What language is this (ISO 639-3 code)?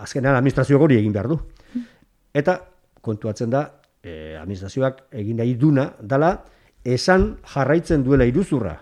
eus